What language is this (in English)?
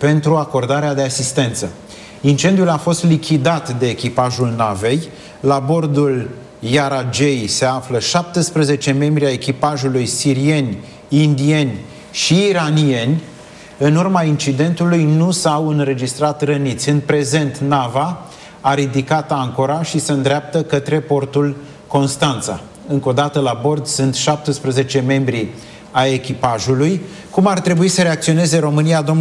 Romanian